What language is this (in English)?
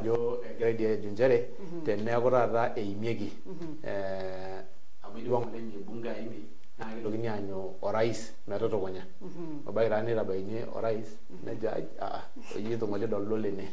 Masai